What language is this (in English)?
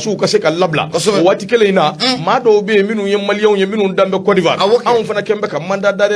Bambara